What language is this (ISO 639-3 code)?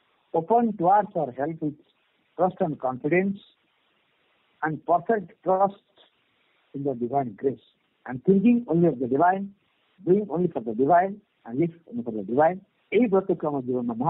ori